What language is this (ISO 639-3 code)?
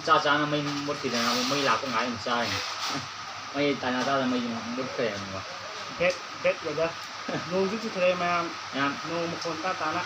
mni